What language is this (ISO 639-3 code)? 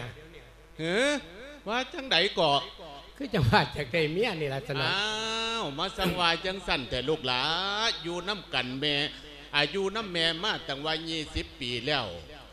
lao